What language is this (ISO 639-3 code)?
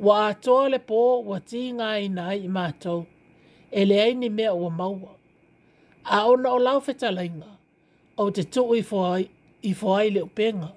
smo